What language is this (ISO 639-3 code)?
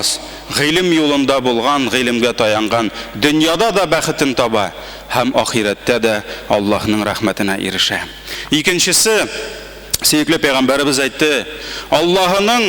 tat